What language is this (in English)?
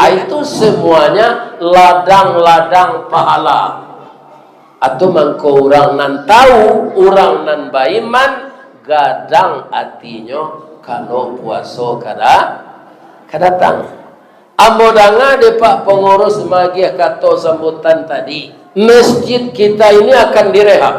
Minangkabau